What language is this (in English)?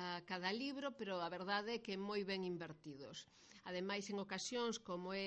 Galician